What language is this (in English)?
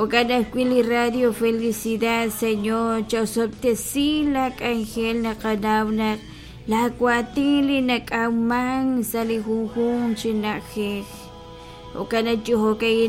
Kekchí